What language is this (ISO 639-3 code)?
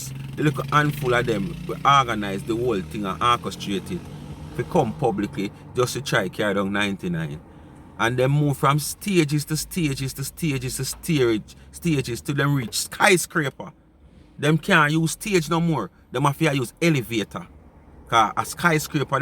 jam